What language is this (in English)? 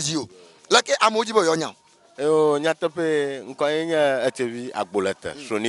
Ewe